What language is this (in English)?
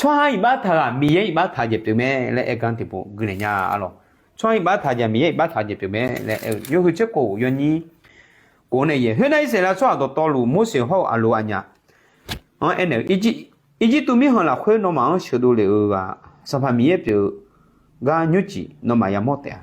Akha